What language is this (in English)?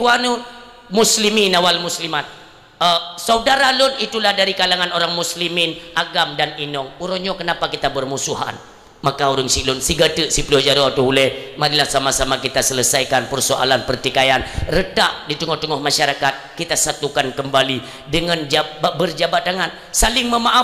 Achinese